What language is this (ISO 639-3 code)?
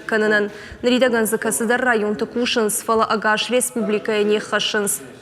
oss